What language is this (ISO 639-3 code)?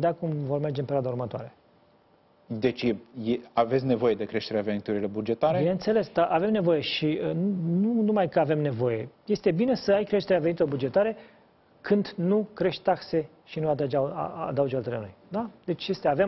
ron